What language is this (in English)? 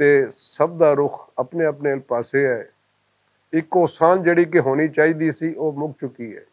Western Panjabi